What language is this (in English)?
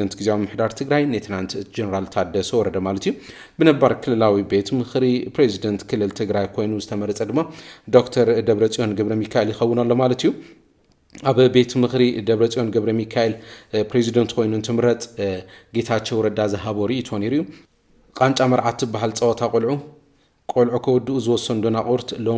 Tigrinya